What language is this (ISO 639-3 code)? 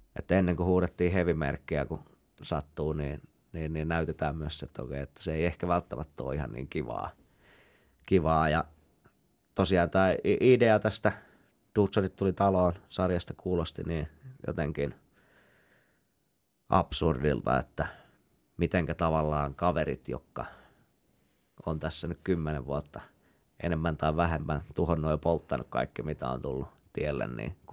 fin